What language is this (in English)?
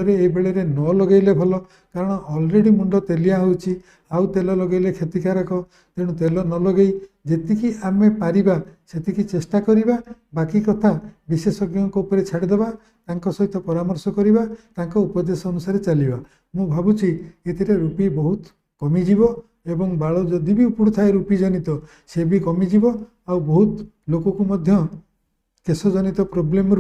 Odia